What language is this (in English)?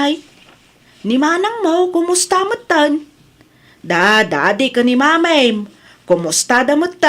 Iloko